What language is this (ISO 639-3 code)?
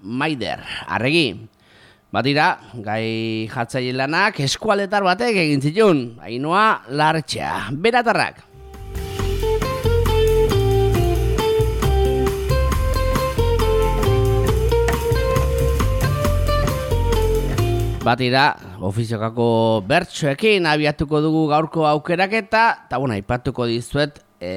eus